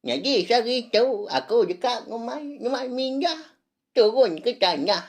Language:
Iban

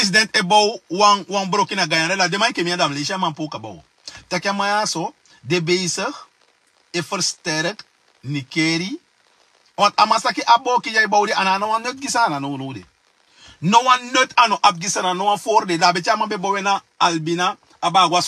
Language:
Sranan Tongo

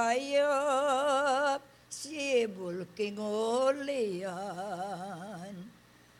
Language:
Pampanga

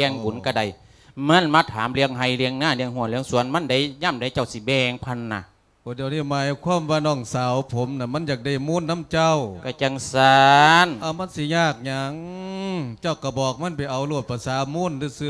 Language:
Lao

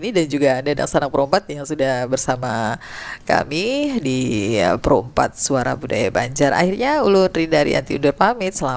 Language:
Banjar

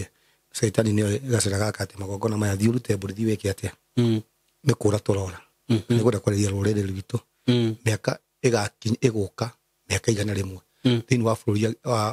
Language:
Kikuyu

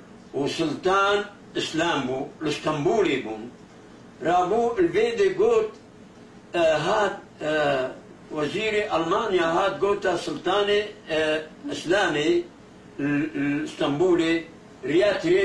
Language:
Kurdish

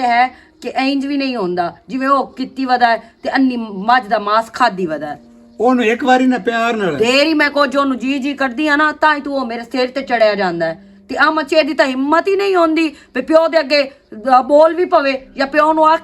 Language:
Western Panjabi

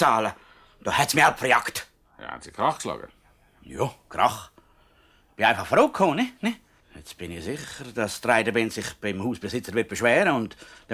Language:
Swiss German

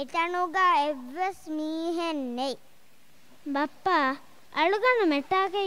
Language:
Divehi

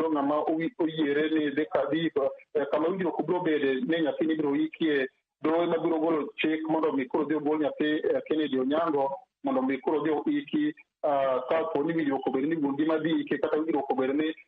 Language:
Luo (Kenya and Tanzania)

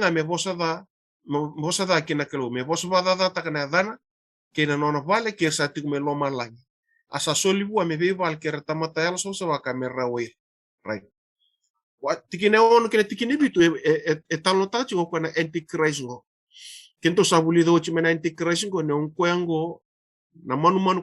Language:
Fijian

